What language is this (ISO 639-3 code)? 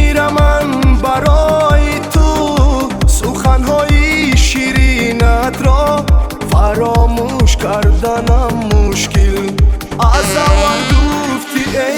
tgk